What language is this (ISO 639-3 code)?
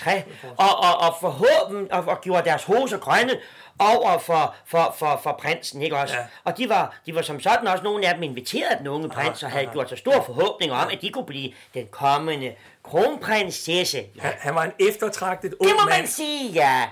dan